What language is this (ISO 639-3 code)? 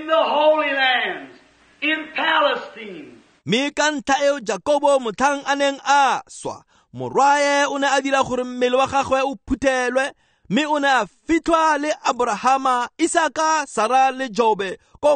tsn